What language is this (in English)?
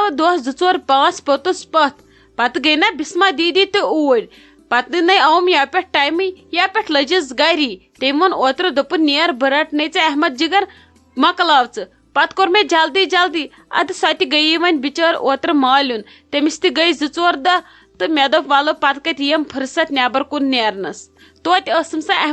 Kashmiri